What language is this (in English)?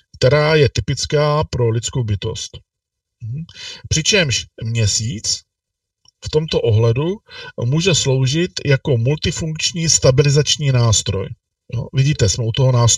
Czech